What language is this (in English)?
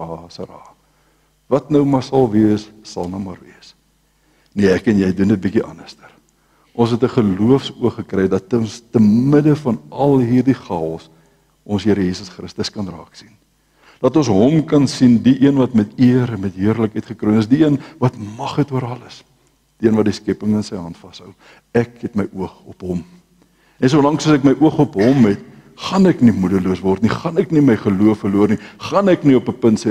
Afrikaans